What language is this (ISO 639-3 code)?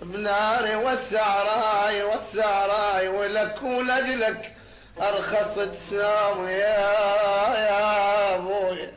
acm